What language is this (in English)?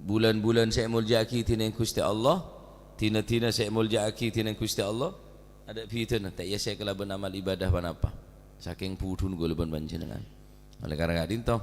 Madurese